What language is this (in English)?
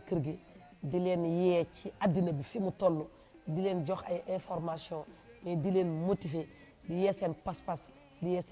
Wolof